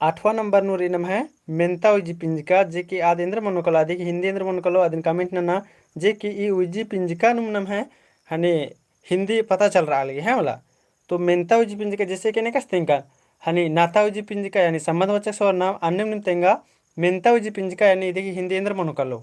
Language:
Kurukh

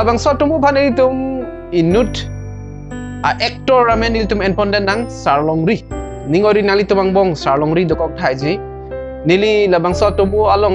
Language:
Karbi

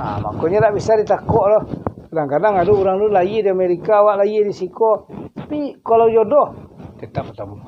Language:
Minangkabau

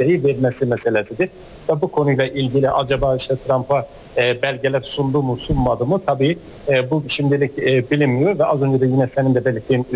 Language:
Turkish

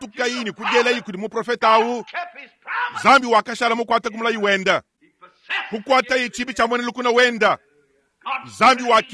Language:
Luba-Lulua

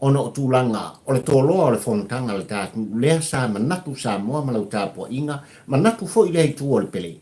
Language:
Samoan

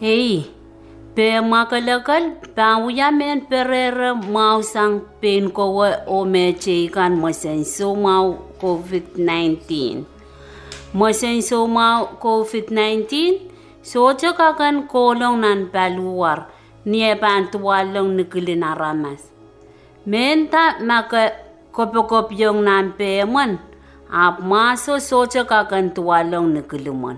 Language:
Pohnpeian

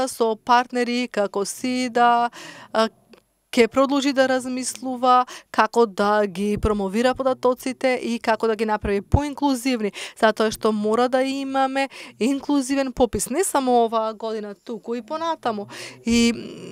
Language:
Macedonian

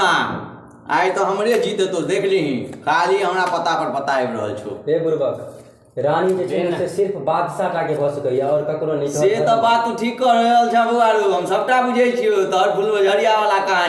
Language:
Maithili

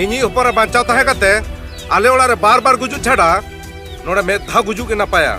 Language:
Santali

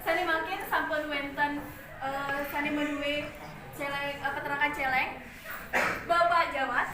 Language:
Balinese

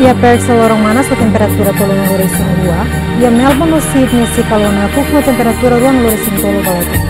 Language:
Tetum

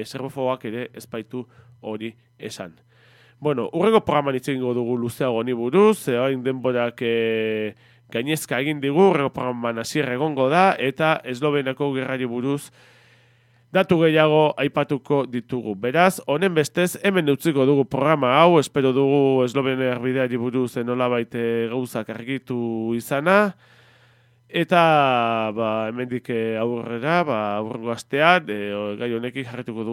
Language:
Basque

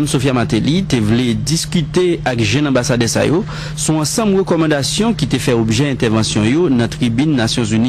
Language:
Haitian Creole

